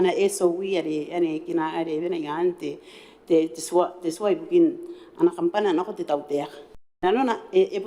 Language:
Gilbertese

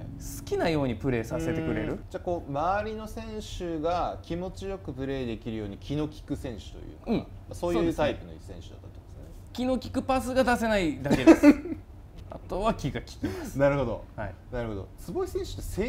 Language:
Japanese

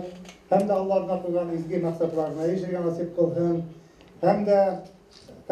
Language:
Bashkir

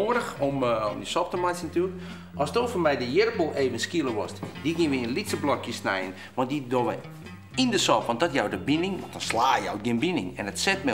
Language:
Western Frisian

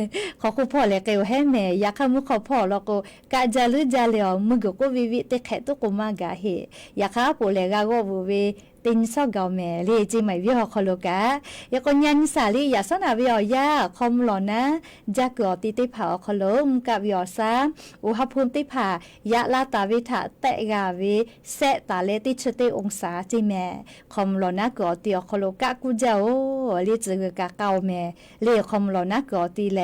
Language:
Lahu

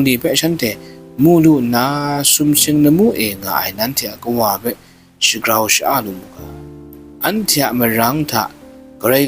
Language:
Kachin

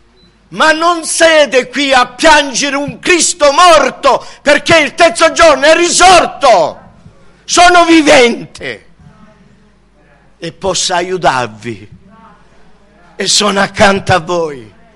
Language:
Italian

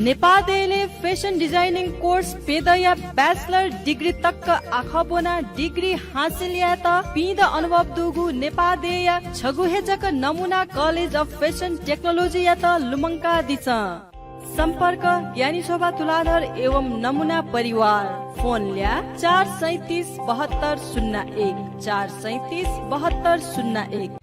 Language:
Newari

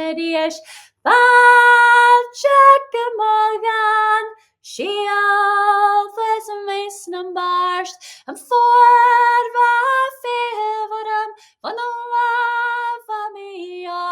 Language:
Scottish Gaelic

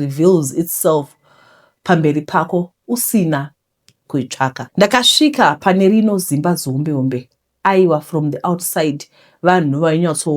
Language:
Shona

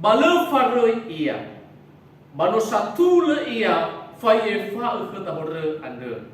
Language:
Nias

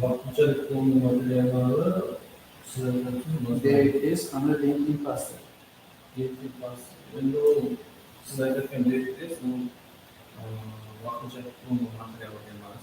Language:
Kara-Kalpak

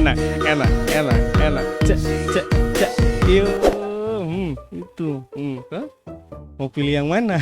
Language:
Ambonese Malay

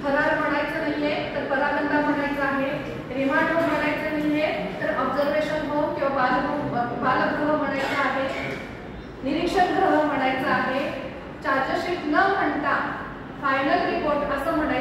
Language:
Marathi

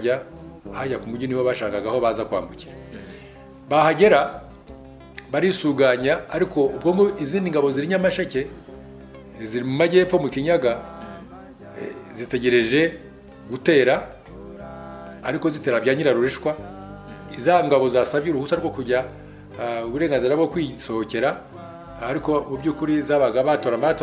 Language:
Kinyarwanda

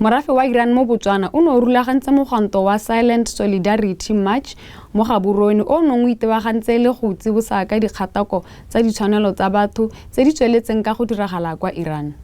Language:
Tswana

